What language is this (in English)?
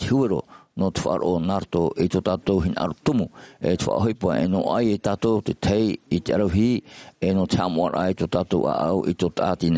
Tahitian